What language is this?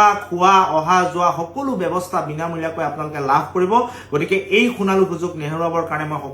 Assamese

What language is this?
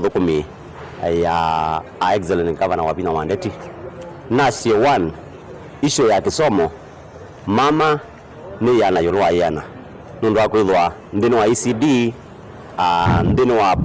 Kamba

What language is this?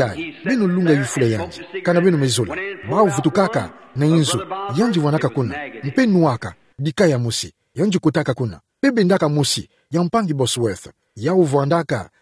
Kituba (Democratic Republic of Congo)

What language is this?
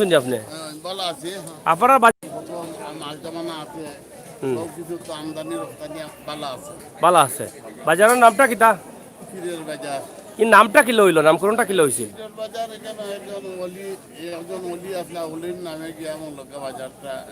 Sylheti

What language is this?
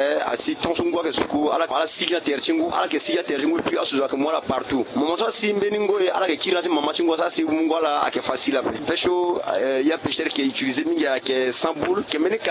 Sango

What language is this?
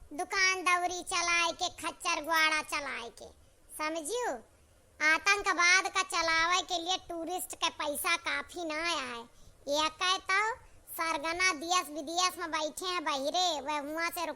Awadhi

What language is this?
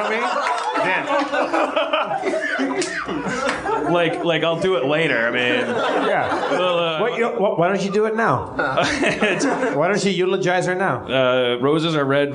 English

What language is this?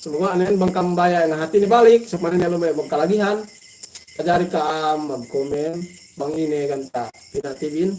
Yakan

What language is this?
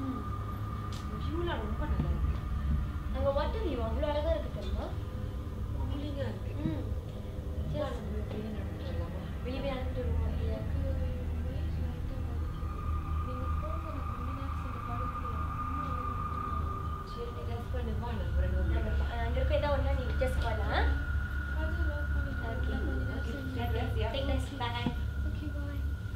Tamil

